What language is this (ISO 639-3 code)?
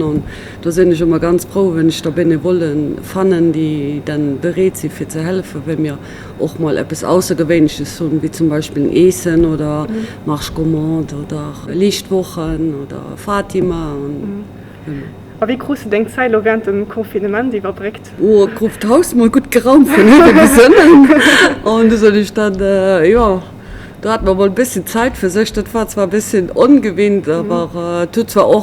ltz